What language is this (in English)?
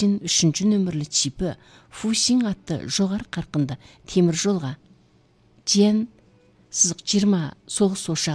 Kazakh